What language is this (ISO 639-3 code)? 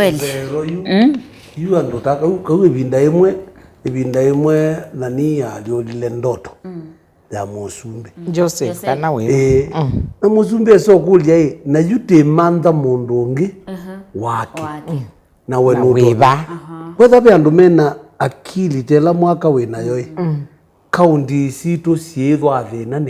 kam